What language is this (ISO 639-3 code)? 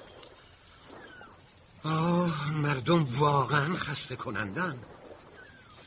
fas